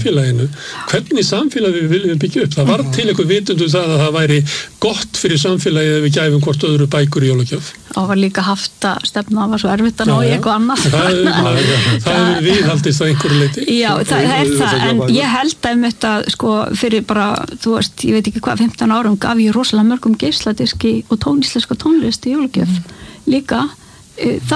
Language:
Icelandic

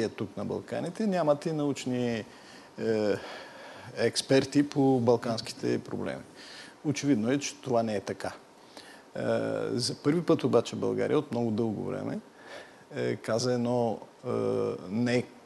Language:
Bulgarian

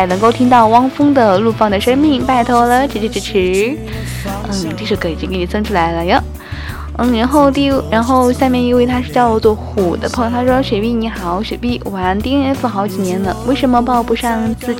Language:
Chinese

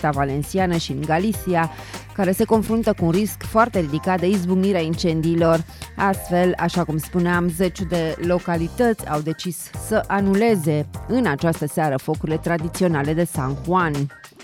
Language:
Romanian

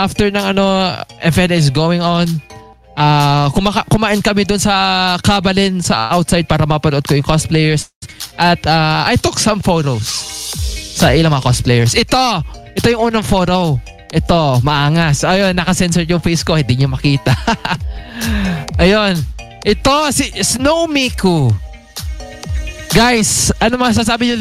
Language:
Filipino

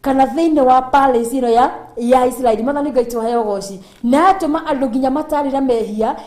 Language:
Kikuyu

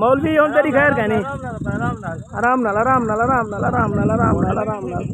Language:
Saraiki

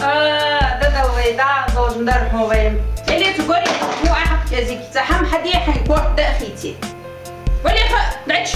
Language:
Ingush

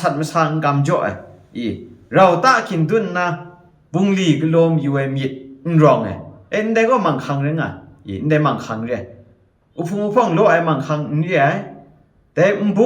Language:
Kachin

